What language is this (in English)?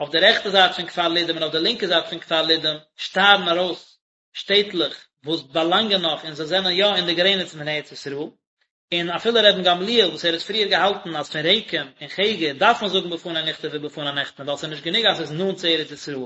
Yiddish